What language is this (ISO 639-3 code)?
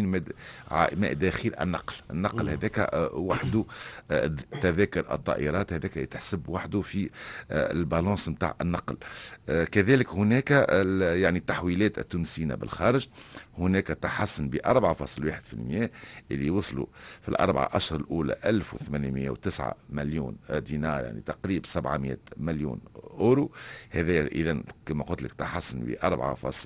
aeb